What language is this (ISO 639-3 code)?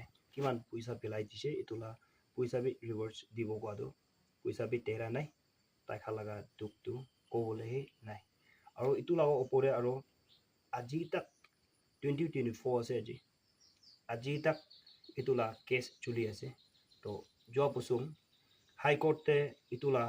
nag